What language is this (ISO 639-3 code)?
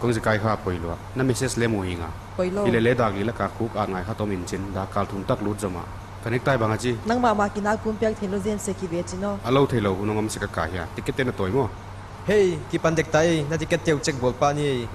pck